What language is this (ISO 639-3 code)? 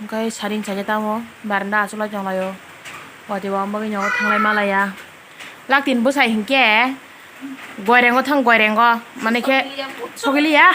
trp